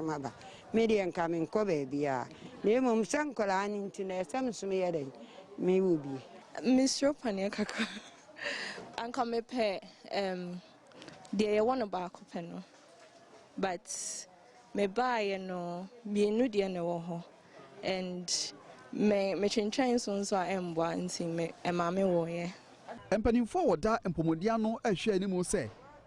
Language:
Akan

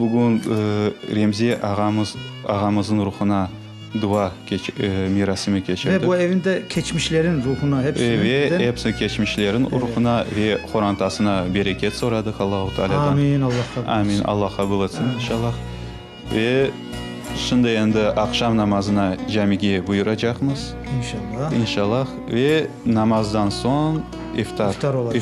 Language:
Crimean Tatar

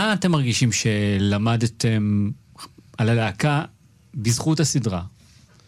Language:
Hebrew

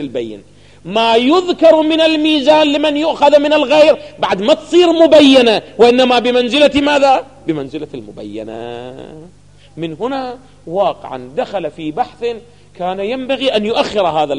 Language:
Arabic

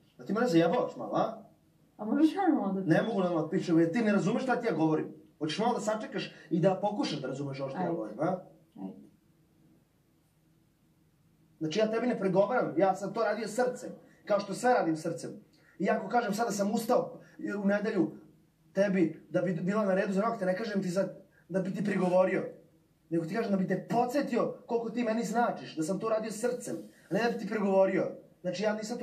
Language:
Serbian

